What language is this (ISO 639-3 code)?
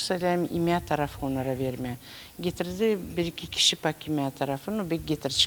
gag